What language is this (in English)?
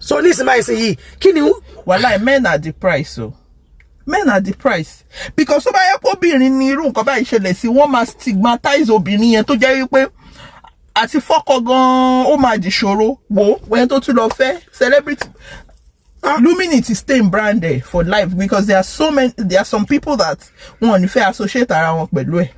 Yoruba